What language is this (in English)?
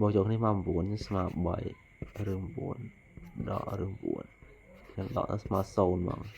Khmer